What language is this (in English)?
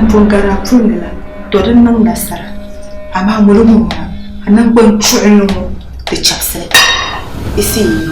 Dagbani